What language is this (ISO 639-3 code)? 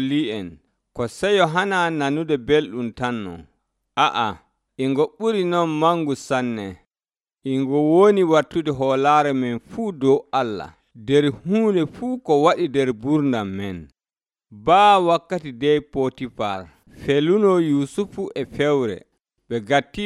fuv